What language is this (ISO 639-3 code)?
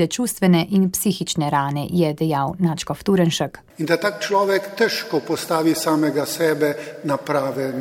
slv